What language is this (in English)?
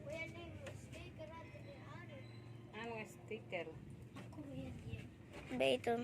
Waray